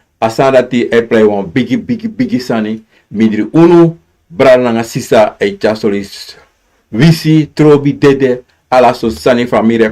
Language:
Sranan Tongo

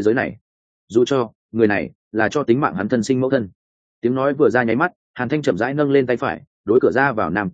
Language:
Vietnamese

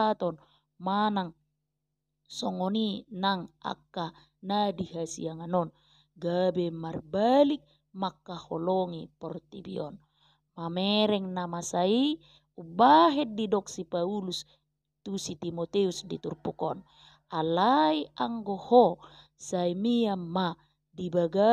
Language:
Batak Toba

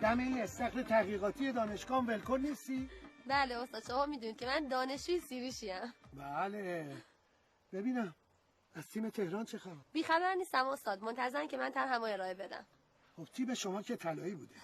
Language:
Gilaki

